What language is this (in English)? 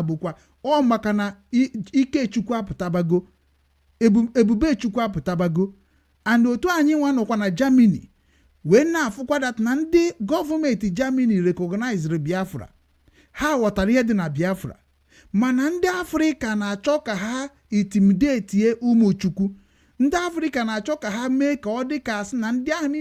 Igbo